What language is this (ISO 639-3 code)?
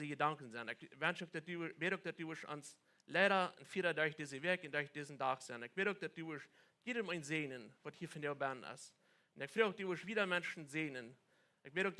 pdt